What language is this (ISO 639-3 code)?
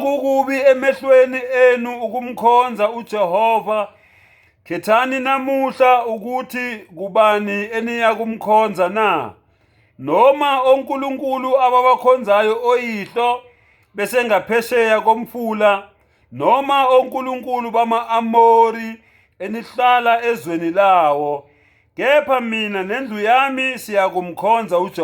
zul